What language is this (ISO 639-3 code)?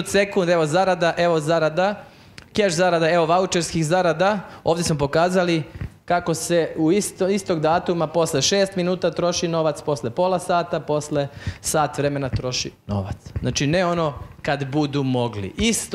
srp